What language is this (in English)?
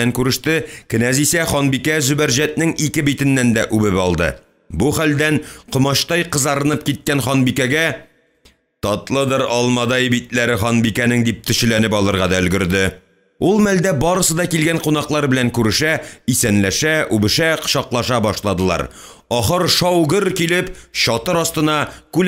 Tatar